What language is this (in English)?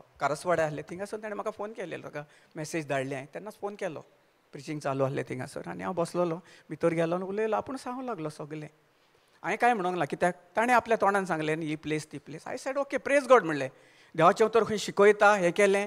Konkani